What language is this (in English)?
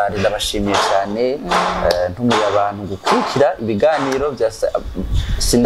Rundi